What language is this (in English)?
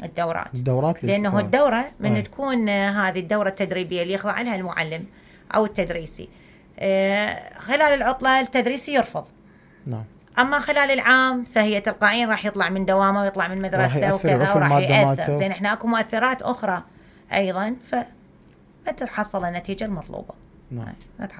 Mesopotamian Arabic